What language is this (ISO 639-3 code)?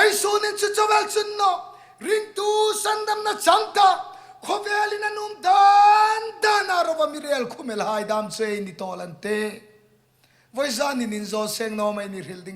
hmr